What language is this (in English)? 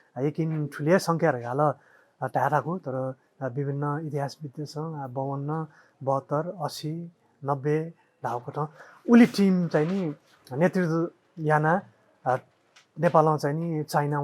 Newari